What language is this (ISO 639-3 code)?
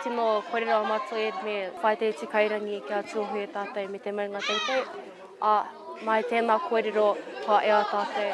mri